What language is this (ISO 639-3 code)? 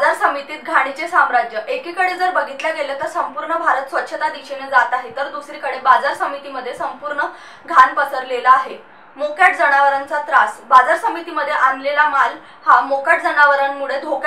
mar